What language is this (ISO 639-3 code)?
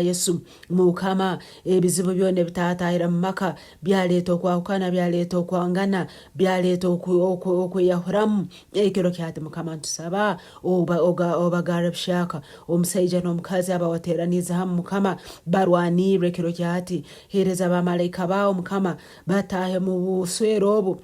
nyn